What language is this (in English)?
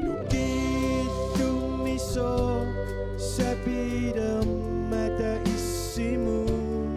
Kalaallisut